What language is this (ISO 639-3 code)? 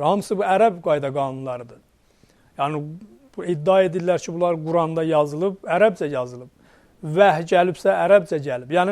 aze